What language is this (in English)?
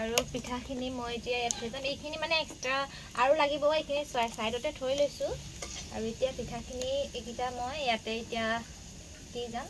Assamese